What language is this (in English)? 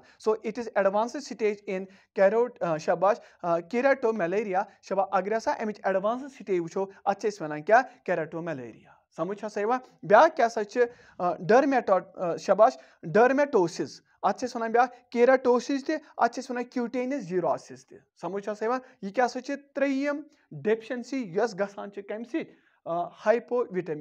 Kashmiri